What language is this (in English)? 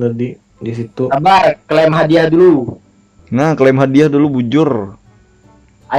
Banjar